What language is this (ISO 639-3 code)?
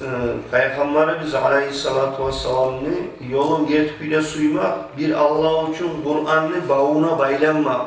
kum